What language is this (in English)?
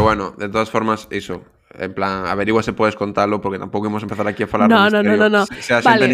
Galician